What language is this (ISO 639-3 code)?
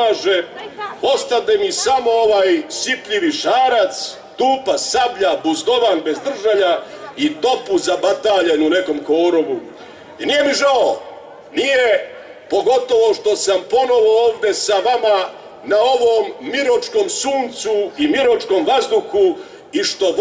srp